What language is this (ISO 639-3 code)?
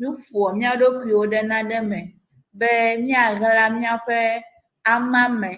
ewe